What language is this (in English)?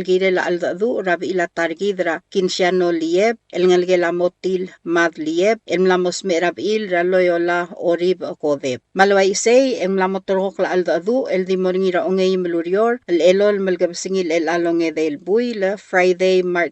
Palauan